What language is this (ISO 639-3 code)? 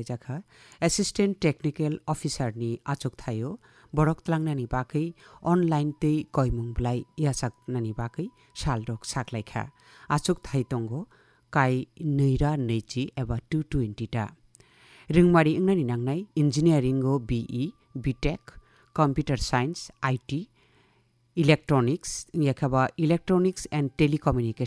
trp